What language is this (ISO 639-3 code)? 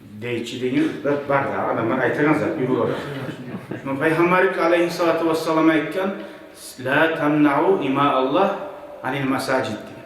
kum